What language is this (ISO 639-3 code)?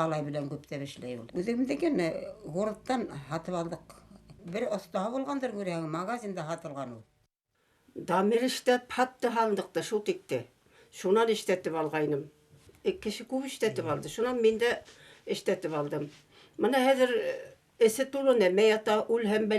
bak